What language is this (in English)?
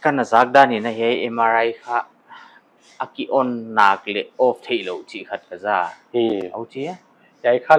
Paite Chin